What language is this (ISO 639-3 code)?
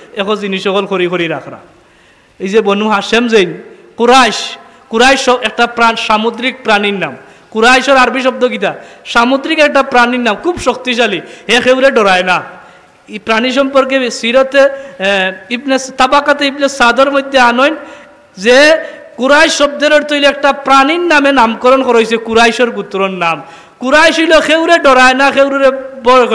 syl